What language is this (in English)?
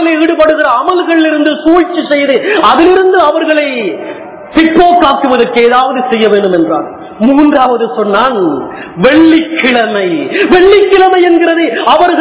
Tamil